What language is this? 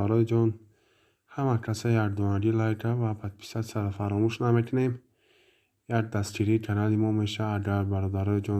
Tajik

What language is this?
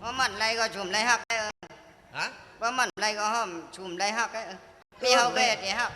Shan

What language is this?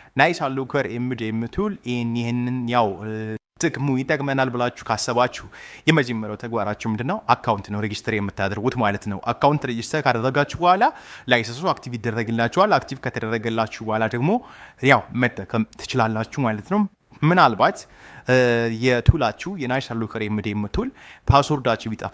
Amharic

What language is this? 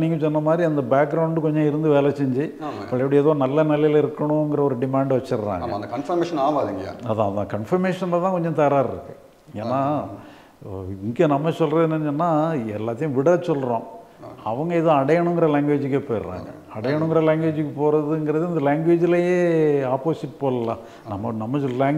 Tamil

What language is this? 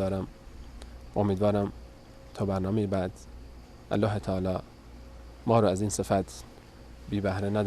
Persian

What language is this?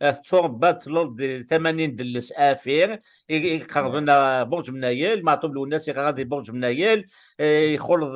Kabyle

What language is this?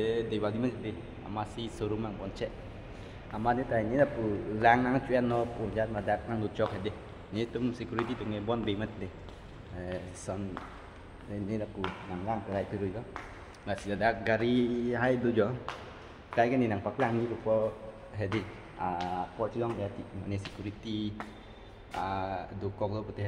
Karbi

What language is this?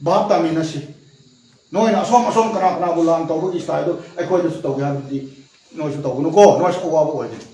Manipuri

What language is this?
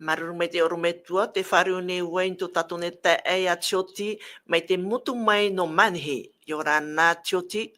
Tahitian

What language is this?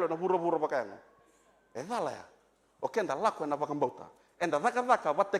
Fijian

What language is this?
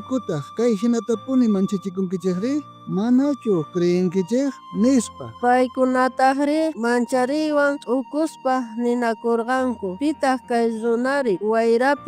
South Bolivian Quechua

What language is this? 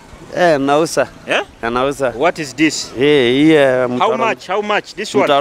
Nyoro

